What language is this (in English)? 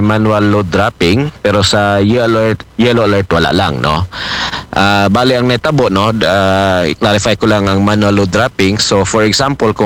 Aklanon